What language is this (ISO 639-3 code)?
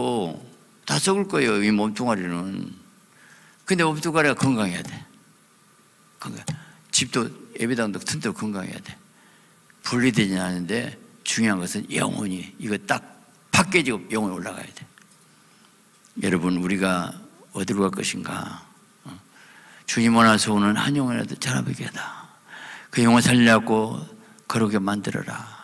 kor